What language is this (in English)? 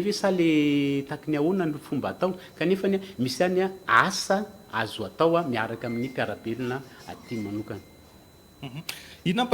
Malagasy